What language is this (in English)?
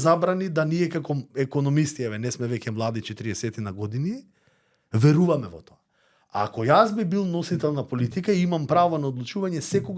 Macedonian